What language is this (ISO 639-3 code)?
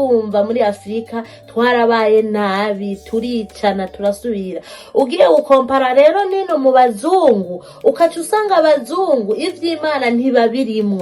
run